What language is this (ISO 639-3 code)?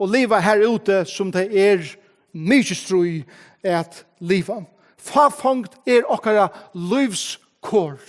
fao